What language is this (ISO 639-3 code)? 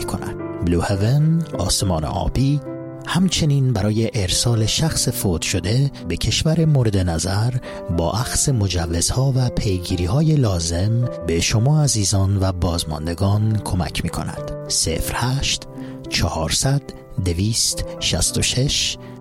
fas